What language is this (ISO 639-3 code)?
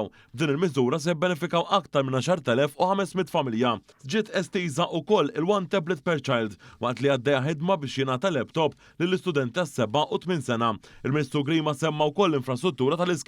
mlt